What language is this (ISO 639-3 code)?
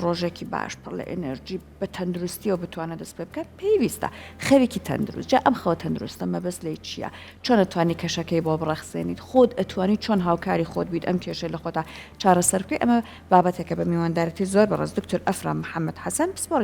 ckb